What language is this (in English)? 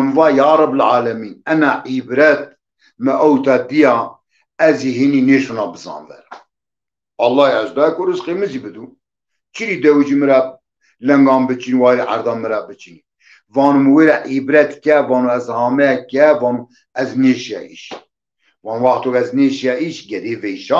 Zaza